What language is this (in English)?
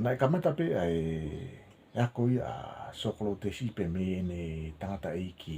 Tongan